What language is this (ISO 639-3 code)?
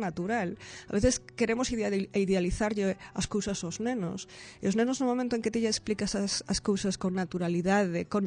glg